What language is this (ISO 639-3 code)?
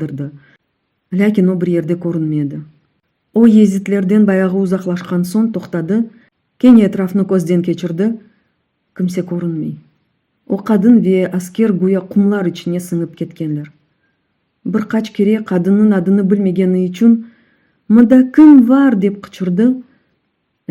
crh